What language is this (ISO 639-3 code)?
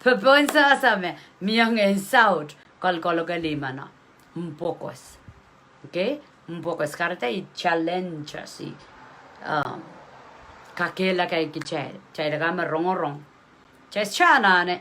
pon